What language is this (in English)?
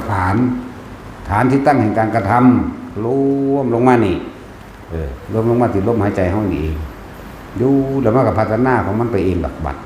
Northeastern Thai